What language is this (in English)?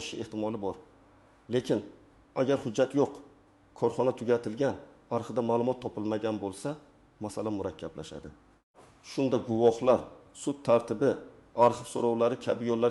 Uzbek